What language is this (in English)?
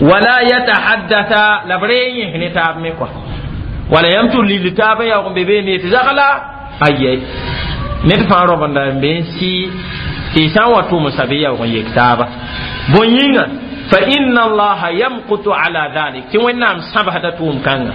Mossi